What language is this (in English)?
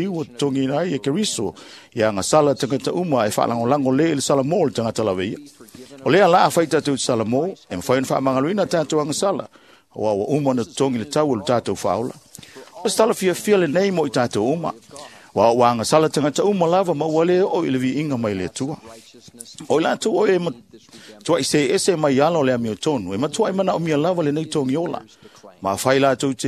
Samoan